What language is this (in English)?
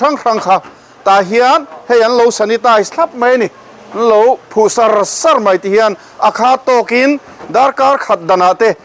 Mizo